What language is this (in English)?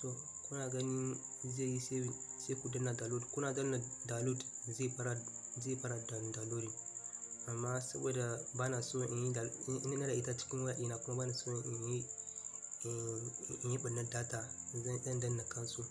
Hausa